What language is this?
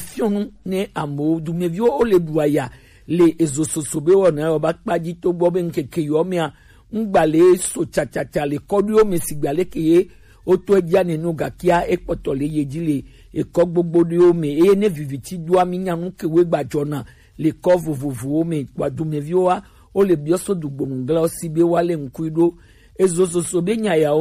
Gen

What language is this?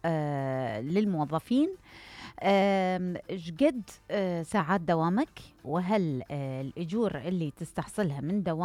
Mesopotamian Arabic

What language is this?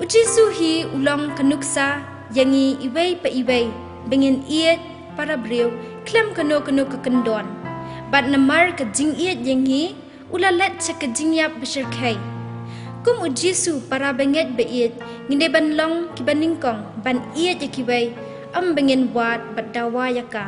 Khasi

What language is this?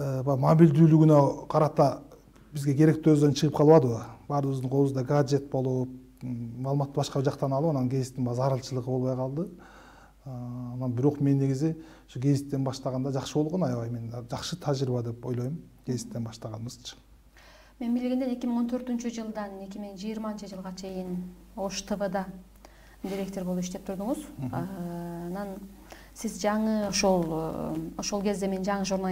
Kyrgyz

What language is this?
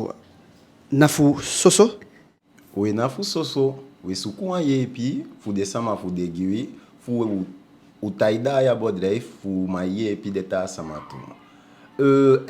Eastern Maroon Creole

